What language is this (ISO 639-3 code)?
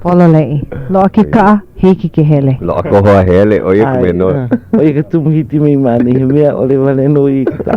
haw